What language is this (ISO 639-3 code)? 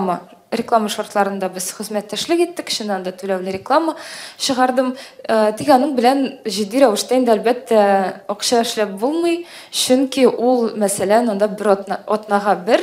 tat